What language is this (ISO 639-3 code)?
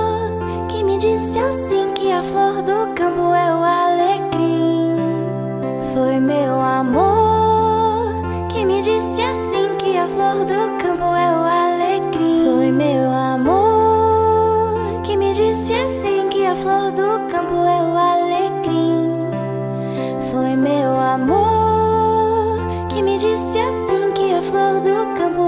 por